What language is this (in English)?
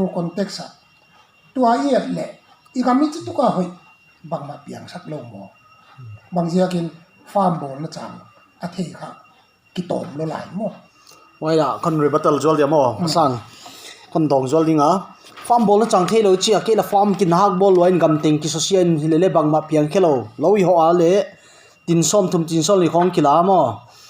Paite Chin